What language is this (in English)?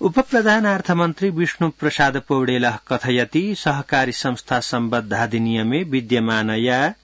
Sanskrit